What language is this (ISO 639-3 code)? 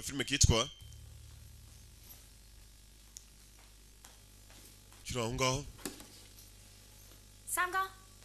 kin